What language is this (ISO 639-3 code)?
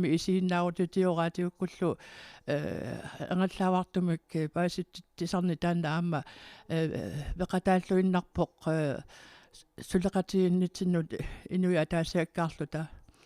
kal